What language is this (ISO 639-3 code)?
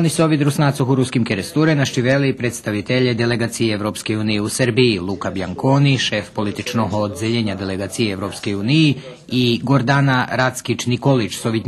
rue